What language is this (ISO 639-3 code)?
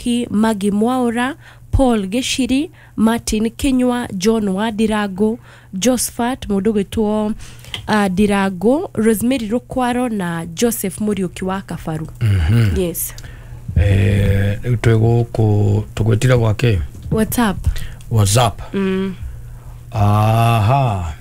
kik